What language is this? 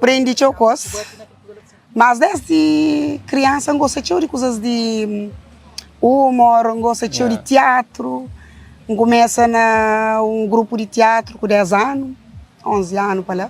Kabuverdianu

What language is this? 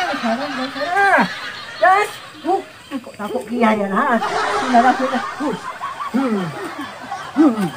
Madurese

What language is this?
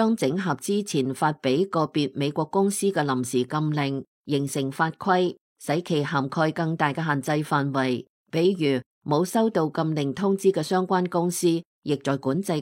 Cantonese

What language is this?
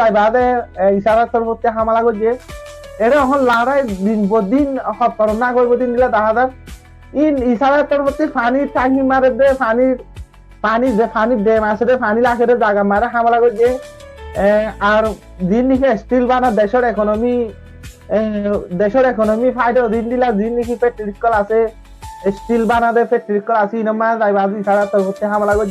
Rohingya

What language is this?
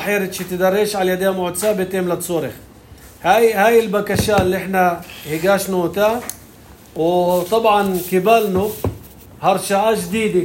North Levantine Arabic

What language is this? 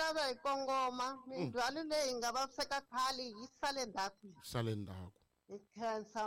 Tsonga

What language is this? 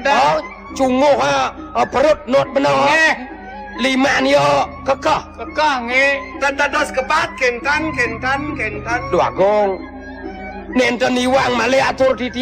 Balinese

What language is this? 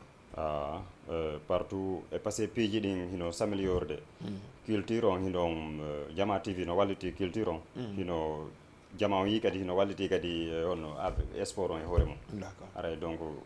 Fula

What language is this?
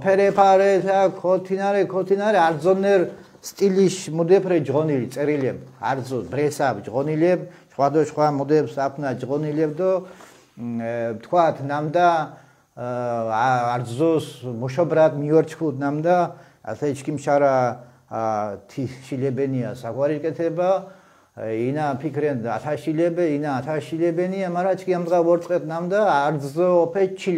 Mingrelian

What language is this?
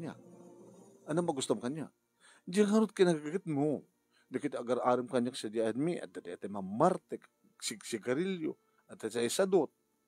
Iloko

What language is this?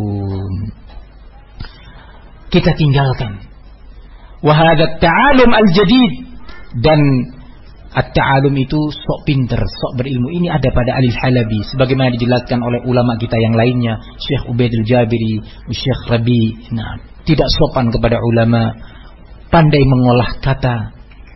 Indonesian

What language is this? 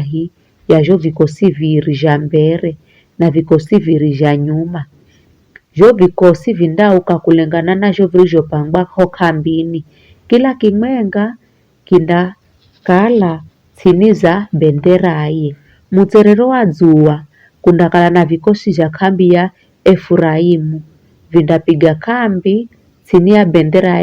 Giryama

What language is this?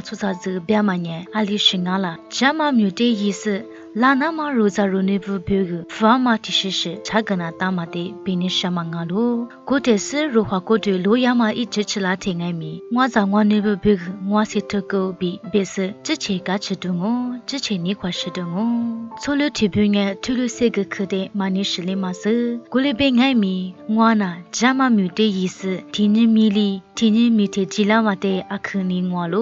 Lisu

